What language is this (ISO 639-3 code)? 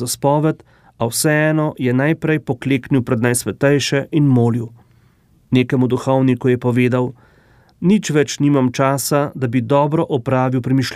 slv